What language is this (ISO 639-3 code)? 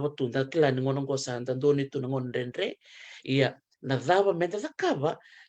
fij